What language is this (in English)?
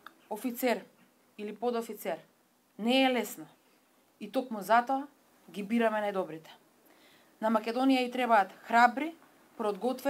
Macedonian